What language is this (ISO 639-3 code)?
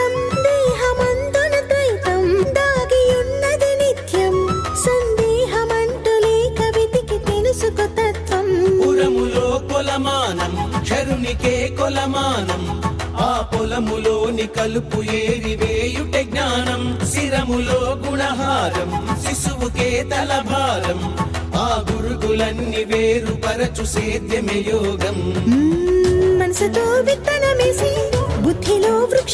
tel